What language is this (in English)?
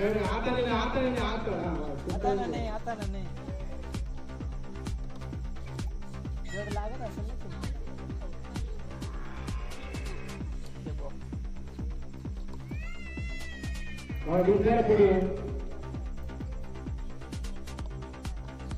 Marathi